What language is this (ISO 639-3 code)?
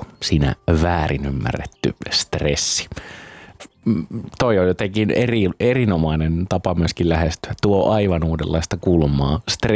fin